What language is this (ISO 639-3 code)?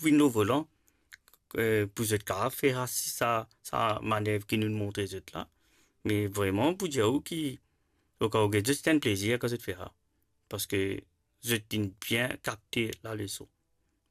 mfe